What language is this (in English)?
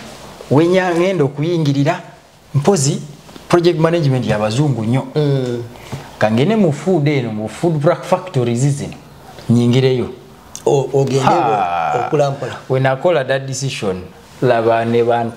Ganda